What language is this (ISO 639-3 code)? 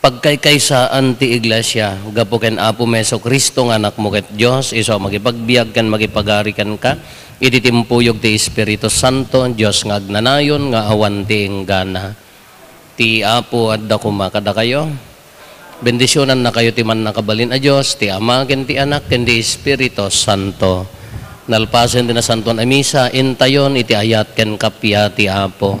ilo